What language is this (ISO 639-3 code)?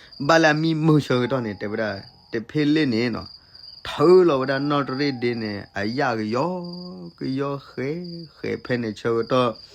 ksw